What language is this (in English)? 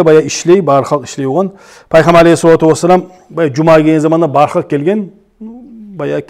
Kumyk